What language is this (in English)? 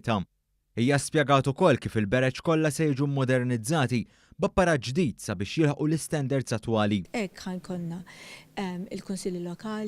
Maltese